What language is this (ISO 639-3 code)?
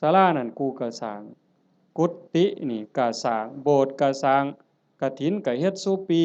tts